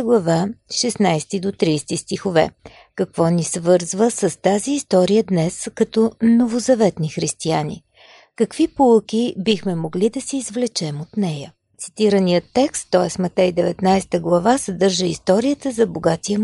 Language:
Bulgarian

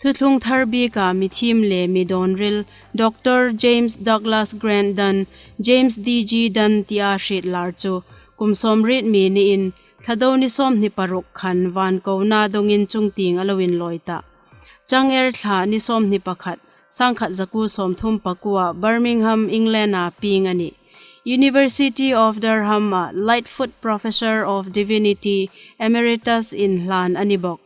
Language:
Hmar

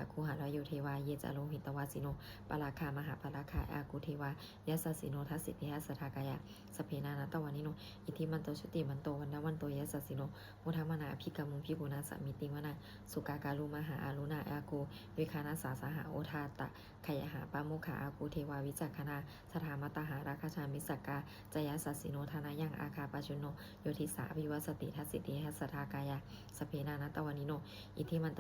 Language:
Pali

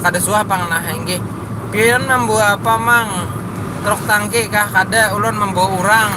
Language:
Banjar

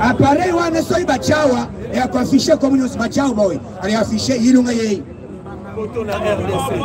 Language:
Lingala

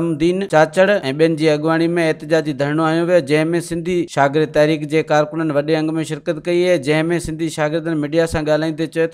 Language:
Sindhi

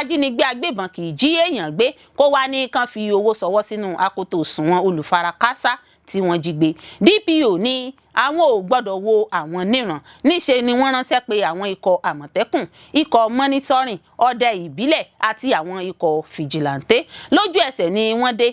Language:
Yoruba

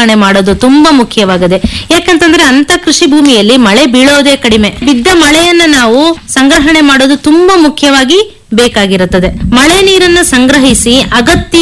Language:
Kannada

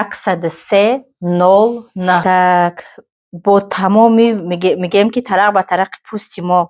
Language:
Tajik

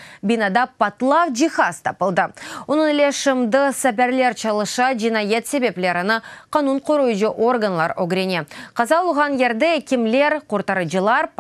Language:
Crimean Tatar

